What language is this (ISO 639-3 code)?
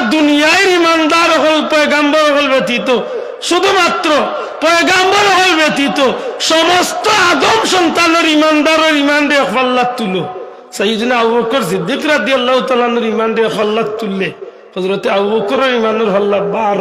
syl